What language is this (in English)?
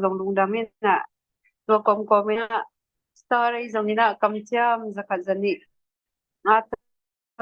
Tedim Chin